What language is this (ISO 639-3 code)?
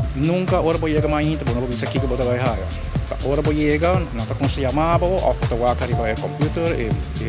pap